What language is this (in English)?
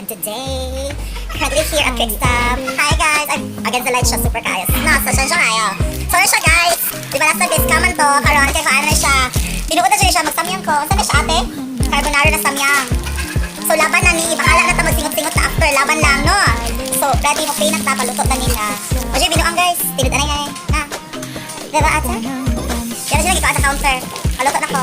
Cebuano